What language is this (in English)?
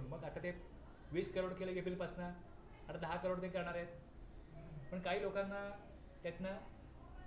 Marathi